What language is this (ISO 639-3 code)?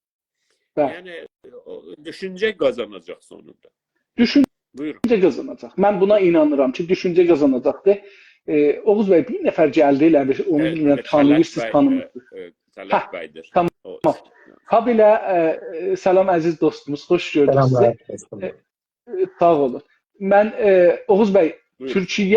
azb